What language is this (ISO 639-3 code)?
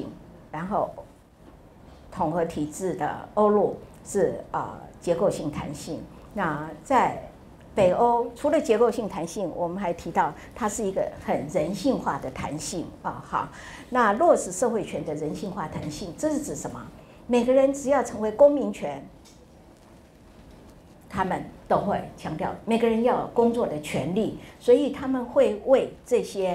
zho